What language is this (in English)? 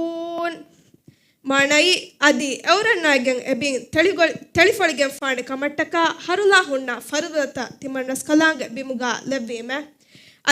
Divehi